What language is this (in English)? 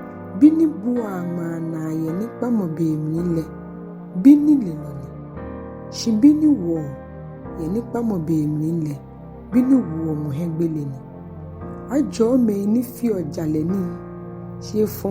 Ga